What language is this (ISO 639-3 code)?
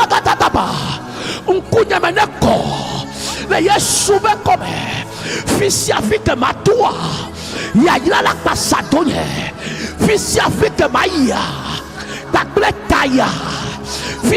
ewe